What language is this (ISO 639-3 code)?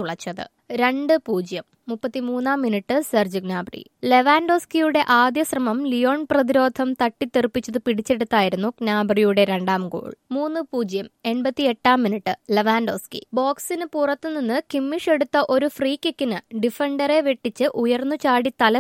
mal